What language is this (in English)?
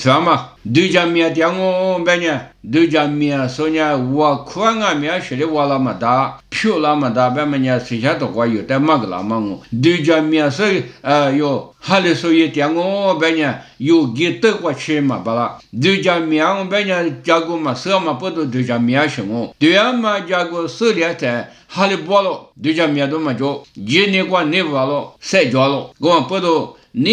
Lisu